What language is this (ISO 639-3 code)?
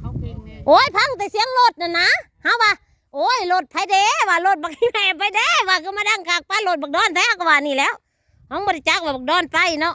tts